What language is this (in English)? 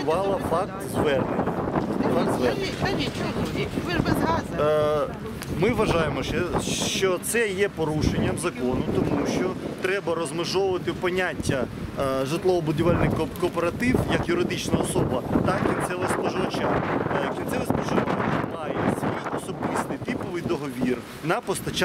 Ukrainian